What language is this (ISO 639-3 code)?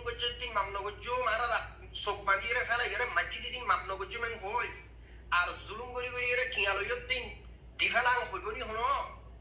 rhg